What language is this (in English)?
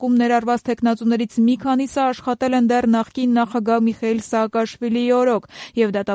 Armenian